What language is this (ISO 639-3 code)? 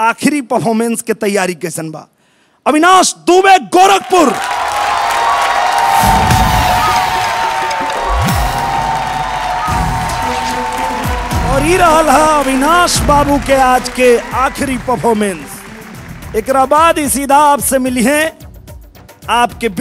bho